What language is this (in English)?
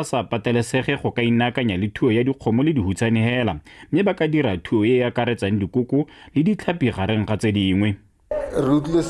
Tswana